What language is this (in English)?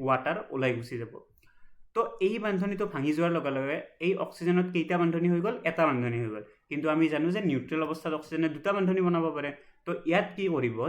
Assamese